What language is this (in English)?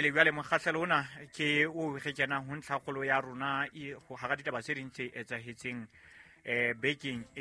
Southern Sotho